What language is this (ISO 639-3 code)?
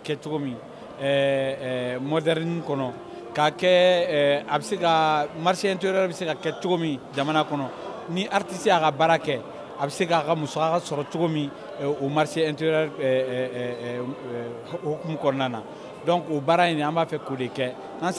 bam